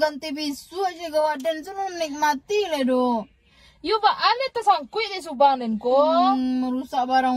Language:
Minangkabau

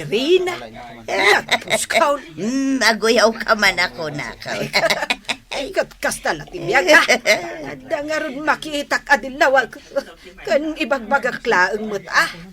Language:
Iloko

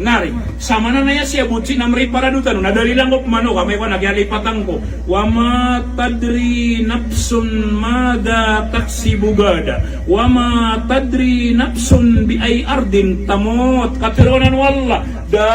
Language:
Maranao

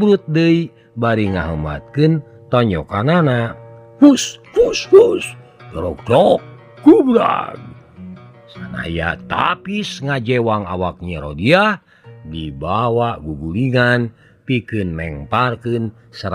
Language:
Sundanese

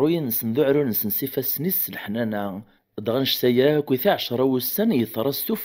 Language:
Kabyle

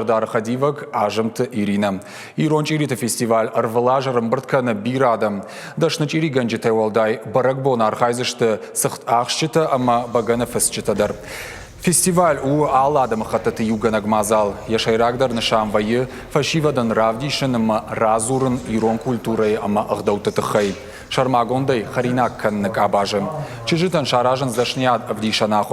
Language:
Ossetic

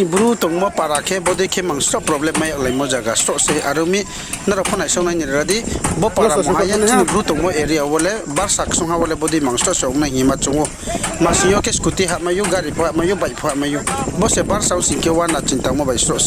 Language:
Riang (India)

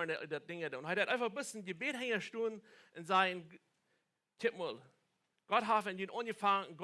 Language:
Plautdietsch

